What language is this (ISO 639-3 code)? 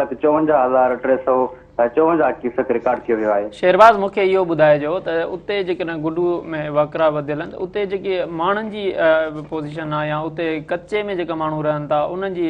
snd